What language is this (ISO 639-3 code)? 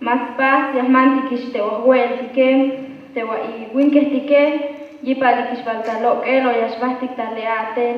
tzh